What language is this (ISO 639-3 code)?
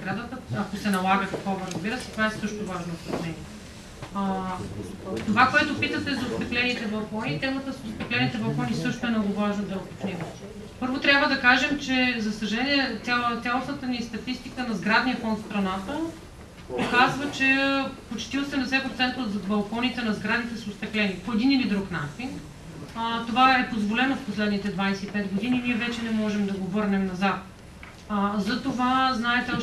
bul